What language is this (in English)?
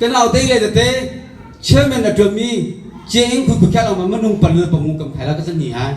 Hakha Chin